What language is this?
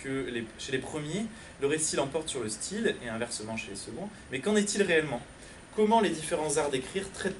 French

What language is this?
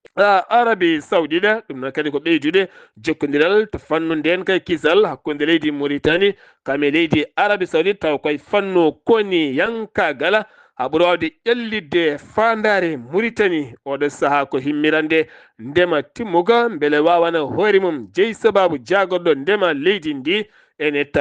Fula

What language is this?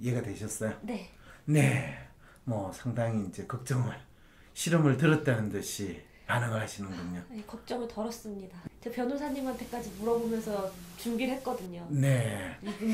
Korean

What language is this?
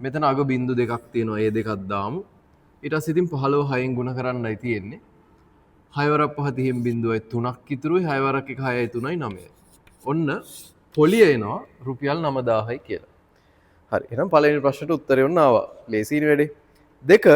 Sinhala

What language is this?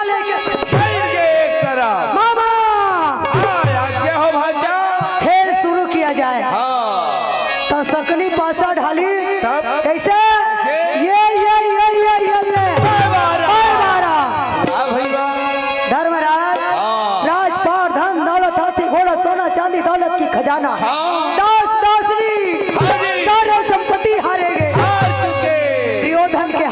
Chhattisgarhi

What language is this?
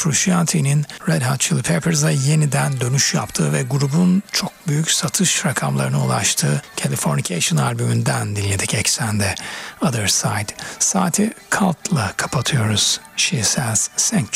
Turkish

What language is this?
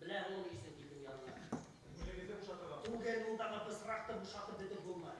Bashkir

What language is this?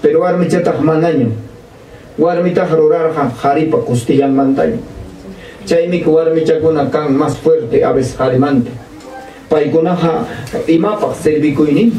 Ayacucho Quechua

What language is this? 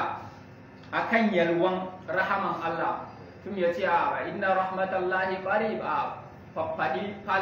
Hausa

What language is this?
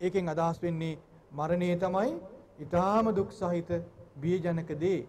Sinhala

